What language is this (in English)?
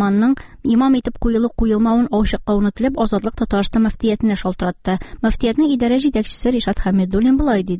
Tatar